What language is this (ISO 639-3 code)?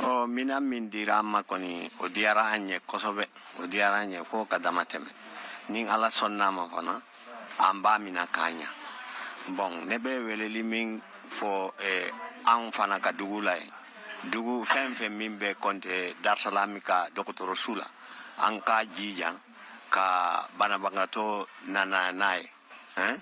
bam